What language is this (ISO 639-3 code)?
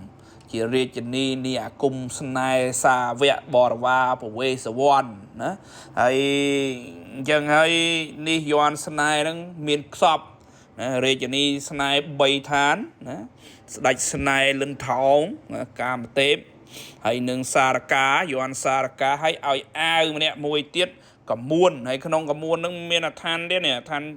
khm